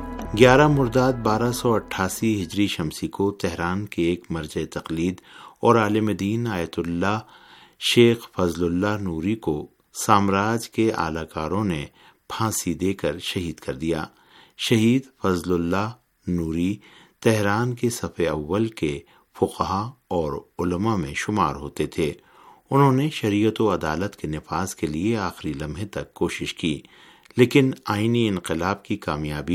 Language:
Urdu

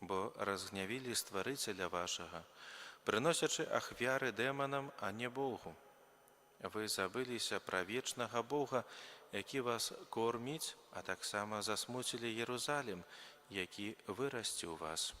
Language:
Belarusian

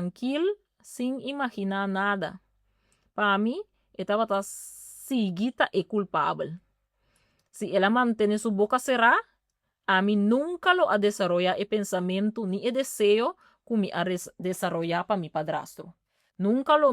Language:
Papiamento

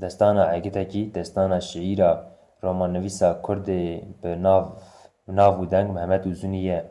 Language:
Kurdish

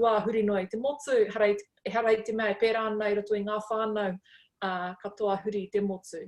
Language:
Māori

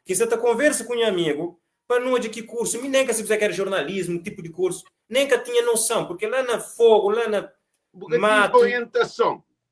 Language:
Kabuverdianu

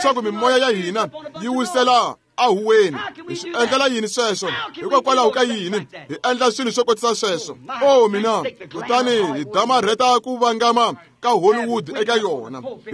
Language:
Tsonga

